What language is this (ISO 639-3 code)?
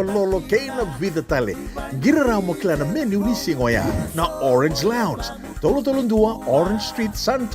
fij